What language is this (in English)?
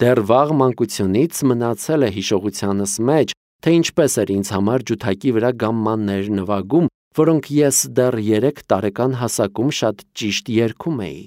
Armenian